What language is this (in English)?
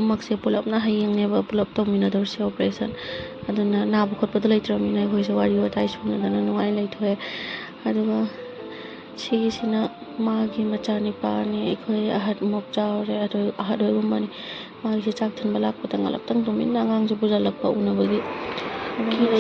Manipuri